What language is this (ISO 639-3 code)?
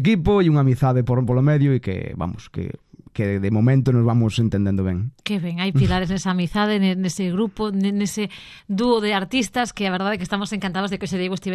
glg